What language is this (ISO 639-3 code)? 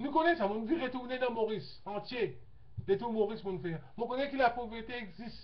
mfe